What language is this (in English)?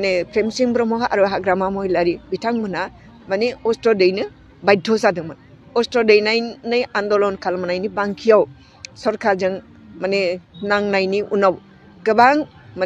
Bodo